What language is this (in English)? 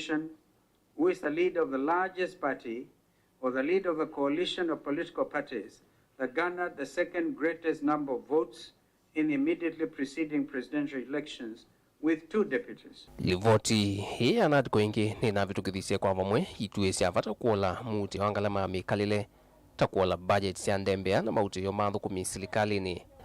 Kamba